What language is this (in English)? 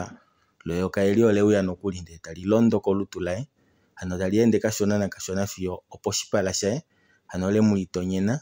Kuanyama